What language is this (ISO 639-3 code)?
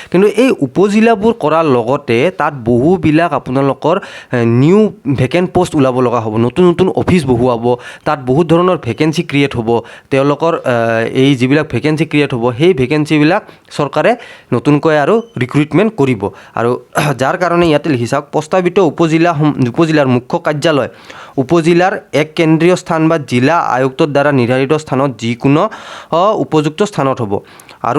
asm